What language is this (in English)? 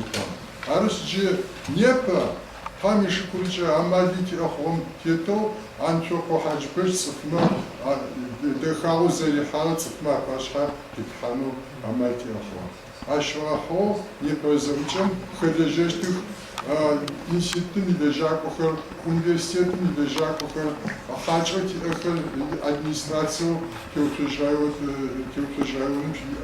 Adyghe